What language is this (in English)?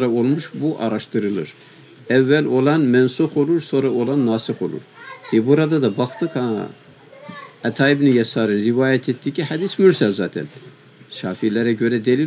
Turkish